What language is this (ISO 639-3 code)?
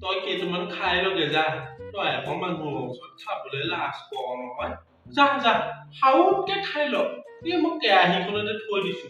asm